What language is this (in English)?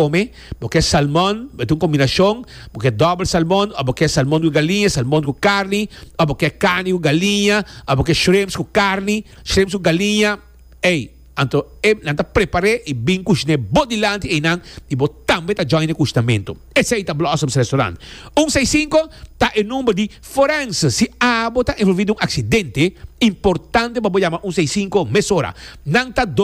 Papiamento